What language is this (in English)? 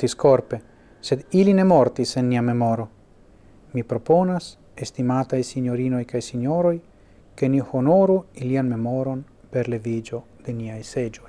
Esperanto